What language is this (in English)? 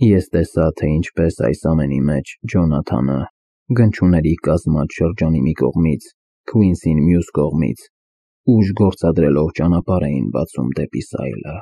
Armenian